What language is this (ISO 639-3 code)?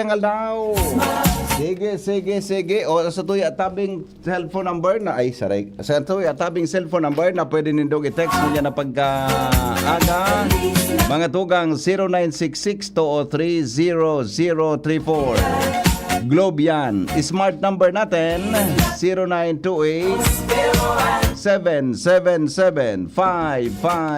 bik